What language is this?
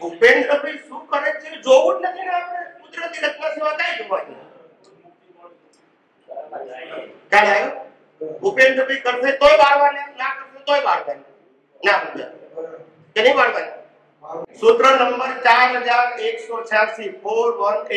Gujarati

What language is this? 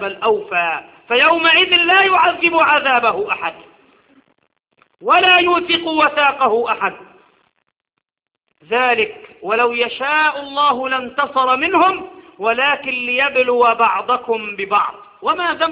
Arabic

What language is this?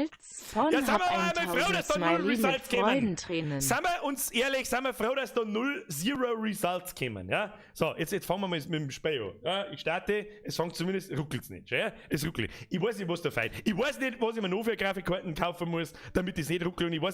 Bavarian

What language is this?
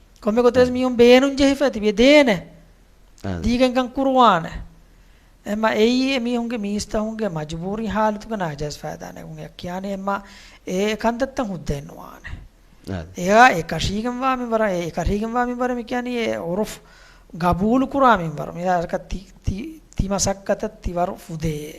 Divehi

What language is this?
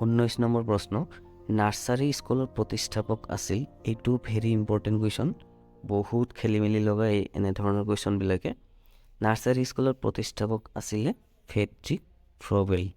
Assamese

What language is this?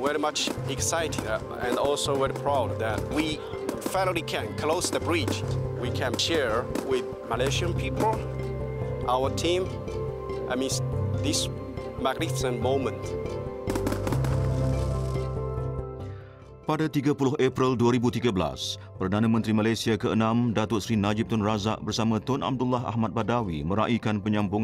Malay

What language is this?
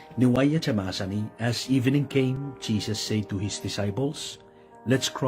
Pohnpeian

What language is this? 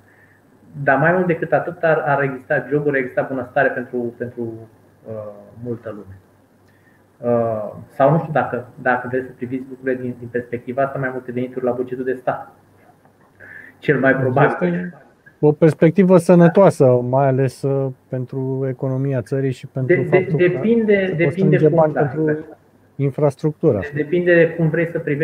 Romanian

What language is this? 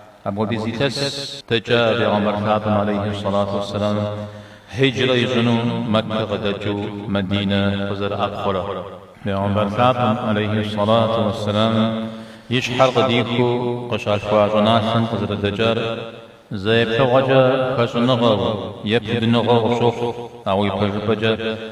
Kabardian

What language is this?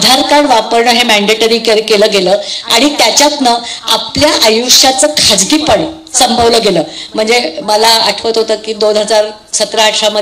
Marathi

